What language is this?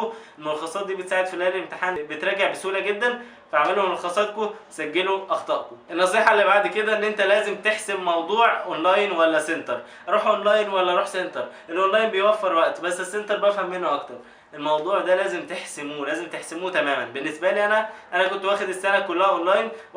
Egyptian Arabic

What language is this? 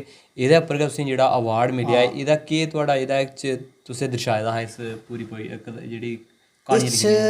Dogri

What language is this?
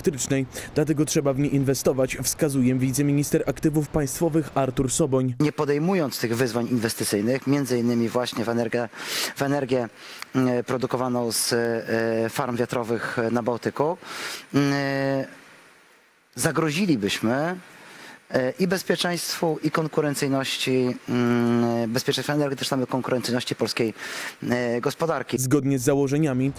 Polish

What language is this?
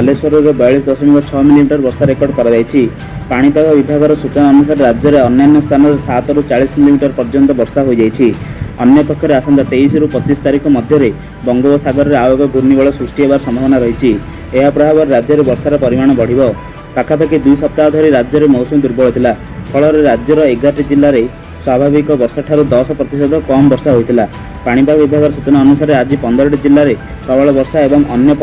Odia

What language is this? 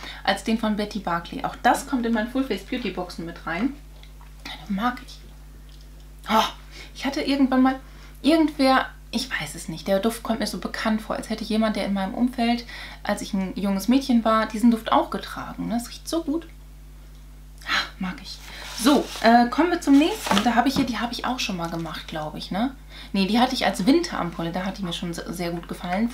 German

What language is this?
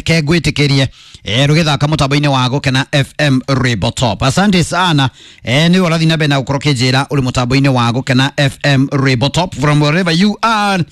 Kikuyu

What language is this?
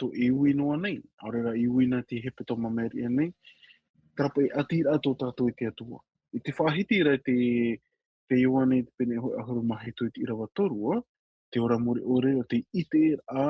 Tahitian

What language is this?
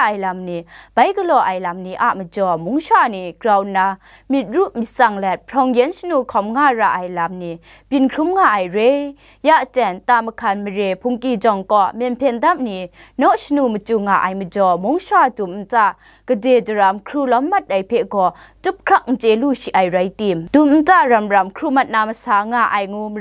Kachin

